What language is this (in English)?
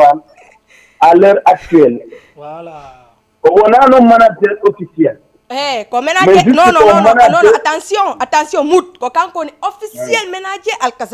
Fula